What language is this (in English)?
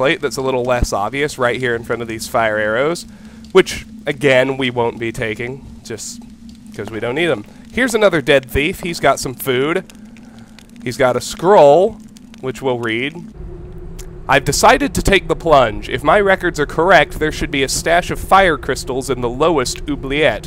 English